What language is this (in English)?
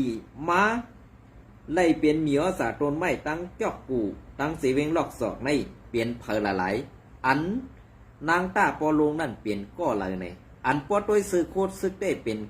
Shan